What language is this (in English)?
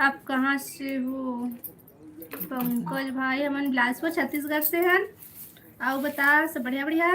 Chhattisgarhi